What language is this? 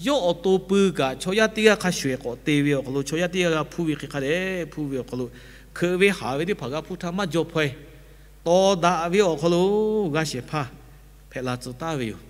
Lahu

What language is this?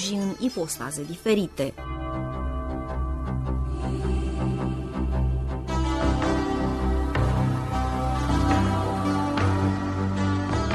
Romanian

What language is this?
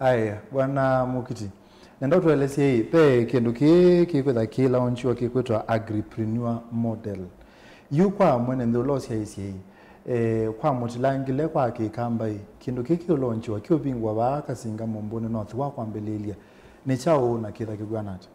Kamba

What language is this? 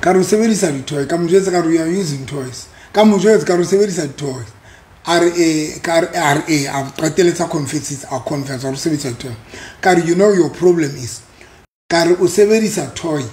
Southern Sotho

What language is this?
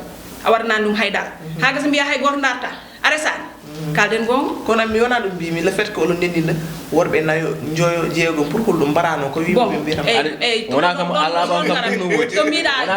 Fula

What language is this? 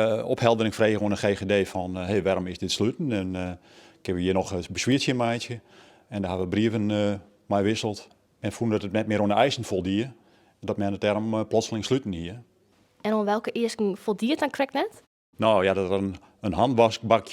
Western Frisian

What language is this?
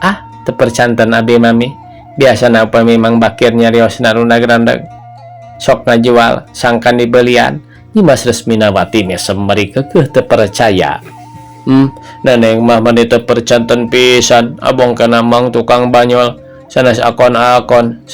Sundanese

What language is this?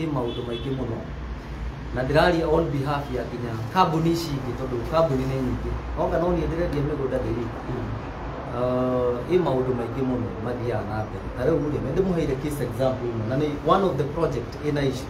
Kikuyu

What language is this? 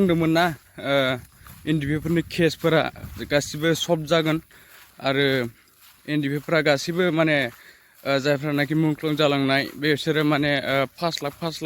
Bodo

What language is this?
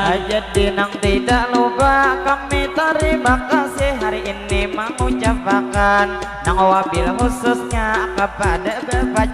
Banjar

